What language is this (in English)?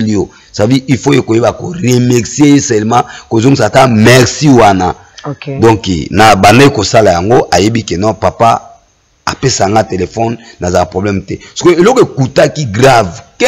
Lingala